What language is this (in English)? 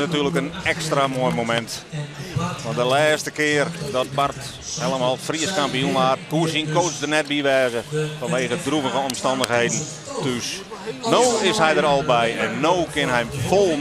Western Frisian